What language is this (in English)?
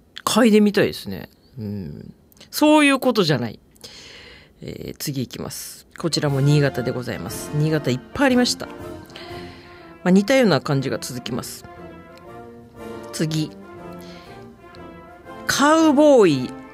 Japanese